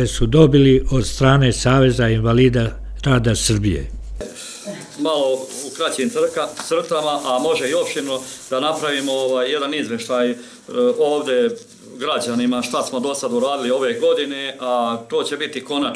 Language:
Serbian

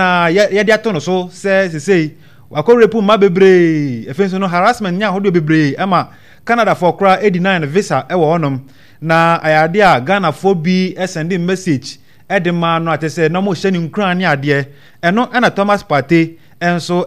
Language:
Akan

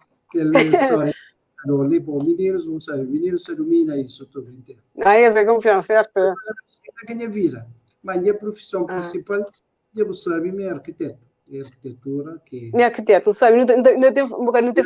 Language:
Kabuverdianu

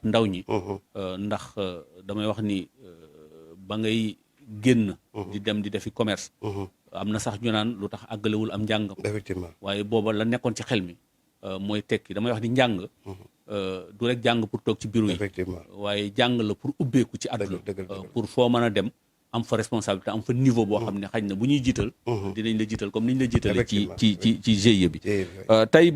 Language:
Wolof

